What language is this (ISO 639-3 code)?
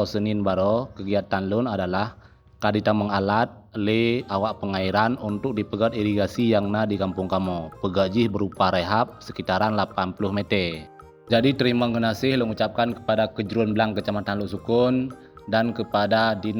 ace